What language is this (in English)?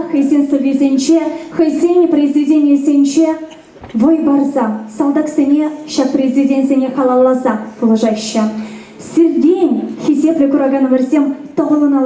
Chuvash